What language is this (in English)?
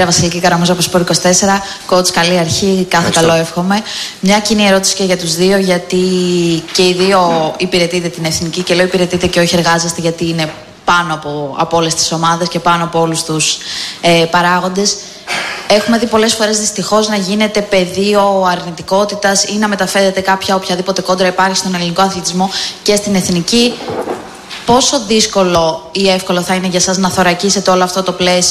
Greek